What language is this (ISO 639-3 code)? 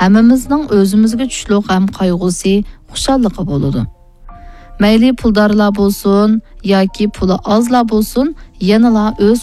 uig